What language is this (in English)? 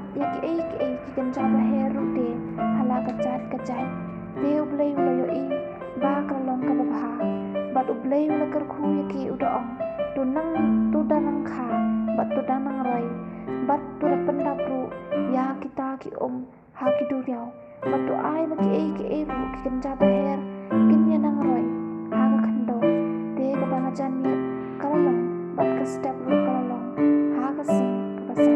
Khasi